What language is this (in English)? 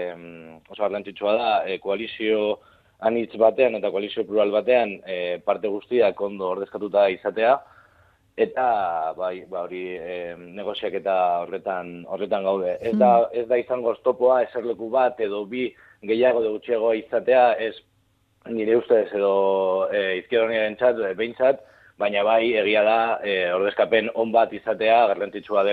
Basque